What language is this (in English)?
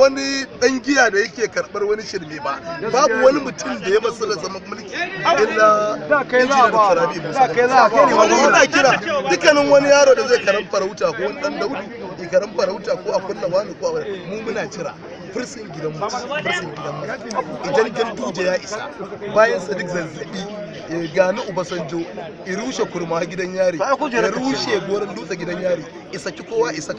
Hausa